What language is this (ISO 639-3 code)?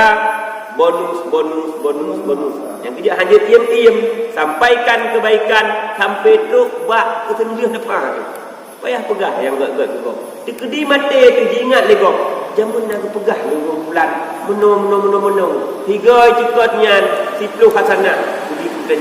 ace